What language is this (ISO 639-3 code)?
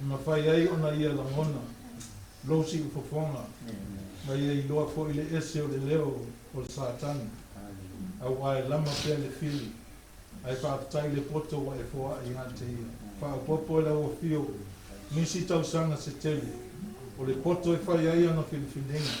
smo